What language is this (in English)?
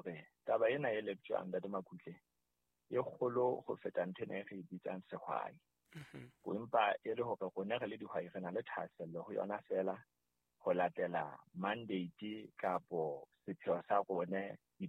Southern Sotho